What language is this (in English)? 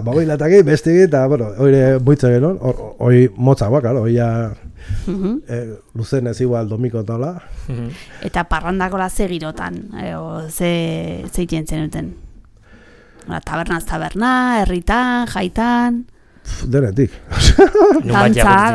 Basque